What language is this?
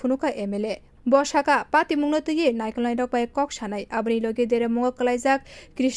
Kok Borok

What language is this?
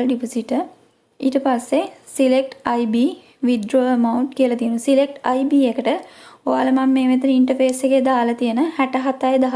Sinhala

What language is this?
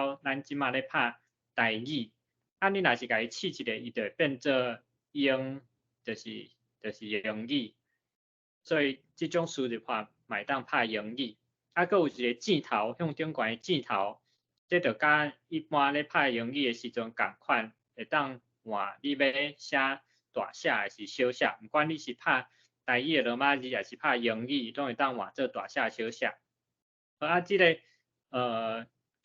Min Nan Chinese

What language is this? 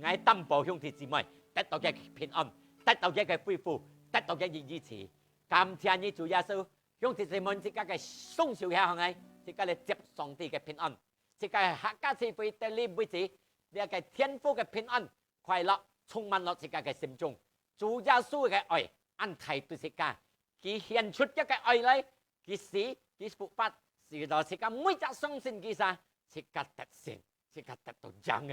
Hakka Chinese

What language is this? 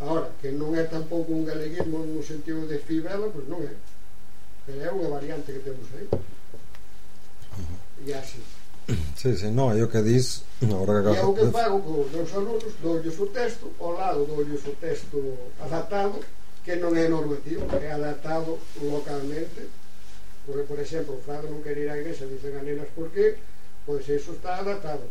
Galician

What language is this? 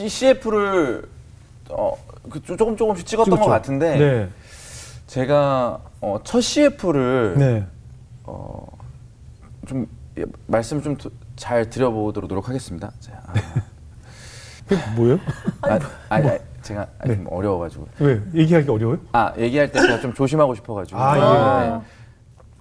Korean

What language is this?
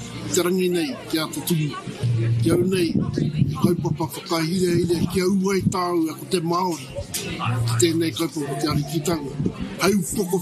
Māori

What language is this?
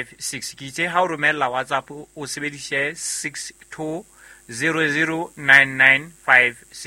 Southern Sotho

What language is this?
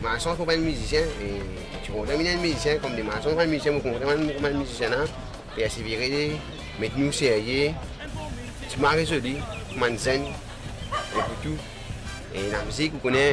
Morisyen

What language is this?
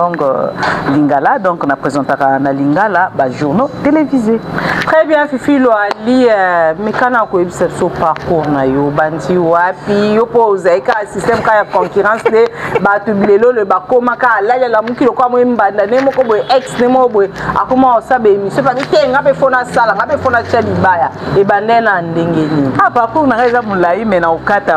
Lingala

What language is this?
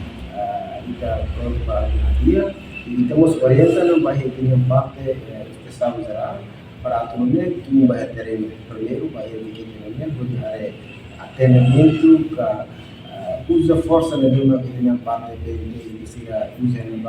Tetum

